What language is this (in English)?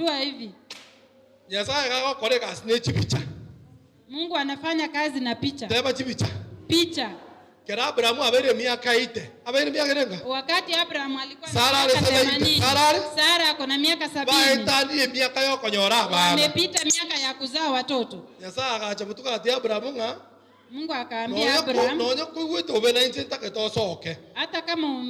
Gusii